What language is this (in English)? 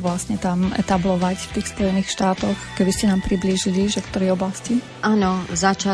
Slovak